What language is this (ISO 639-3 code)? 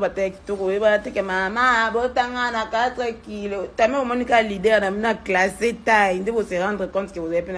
lin